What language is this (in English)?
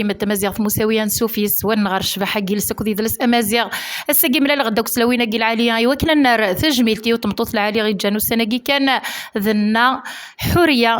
Kabyle